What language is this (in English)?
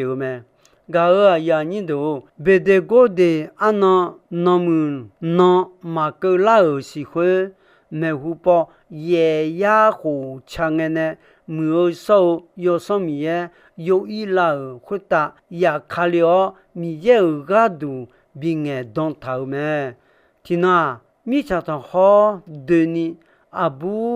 Akha